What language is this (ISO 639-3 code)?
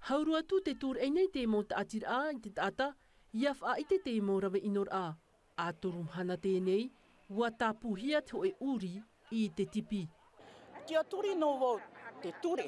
tah